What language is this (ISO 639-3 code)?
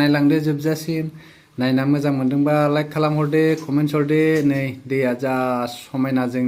brx